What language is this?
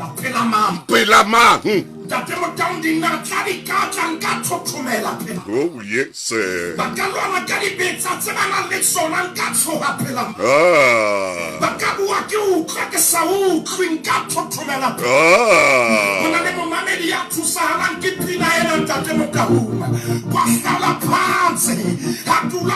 Southern Sotho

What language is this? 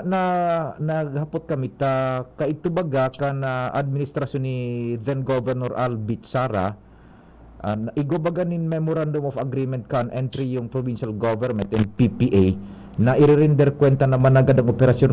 Bikol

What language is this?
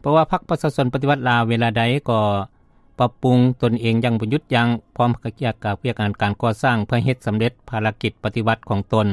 Lao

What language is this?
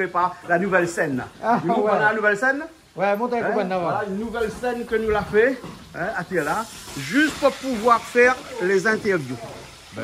Réunion Creole French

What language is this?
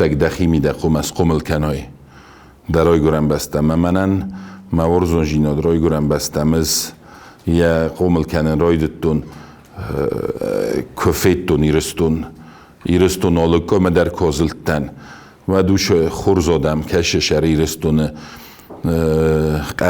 Ossetic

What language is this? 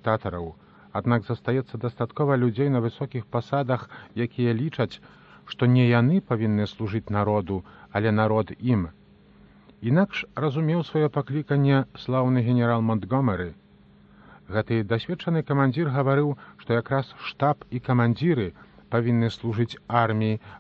Belarusian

